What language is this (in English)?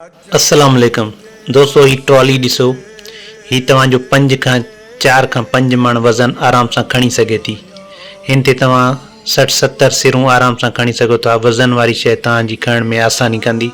Sindhi